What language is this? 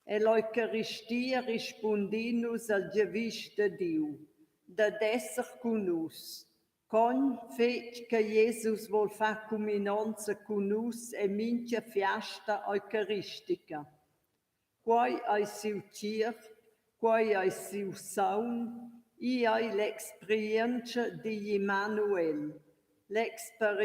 Romansh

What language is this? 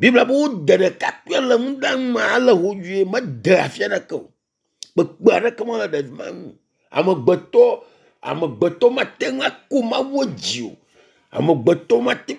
Ewe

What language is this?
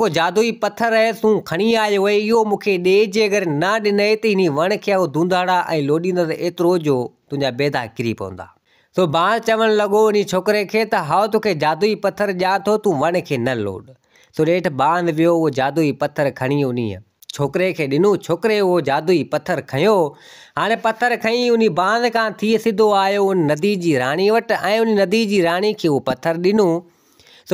Sindhi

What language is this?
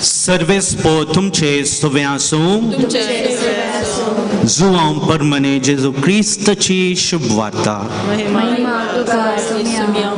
Konkani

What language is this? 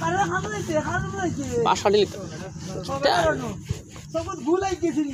Sylheti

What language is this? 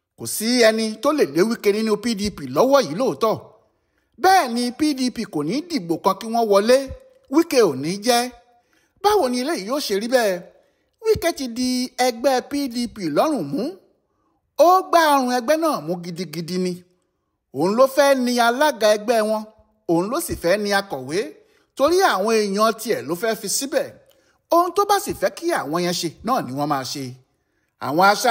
Yoruba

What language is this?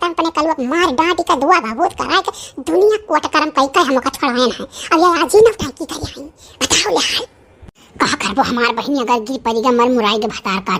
Awadhi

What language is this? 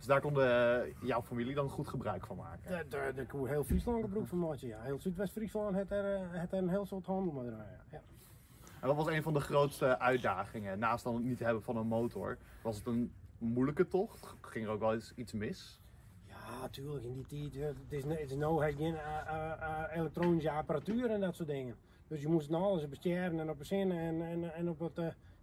Western Frisian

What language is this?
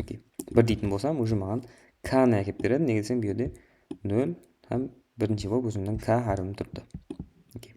Kara-Kalpak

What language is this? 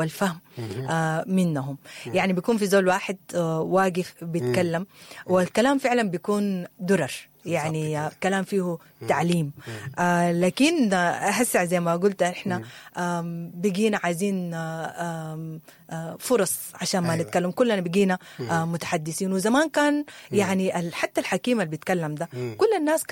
Sudanese Arabic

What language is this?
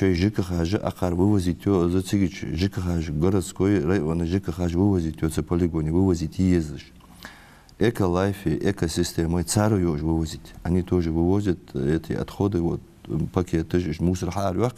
Ingush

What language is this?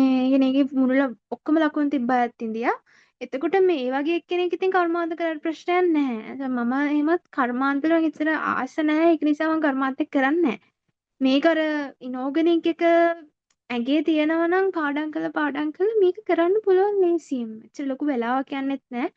Sinhala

